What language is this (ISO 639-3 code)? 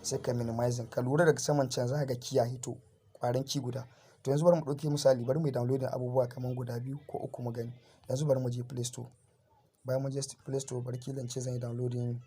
hau